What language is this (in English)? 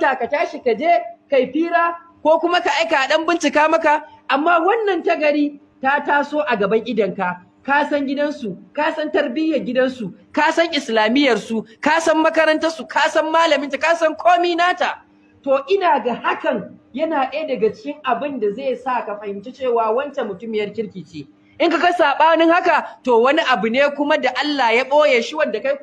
Hausa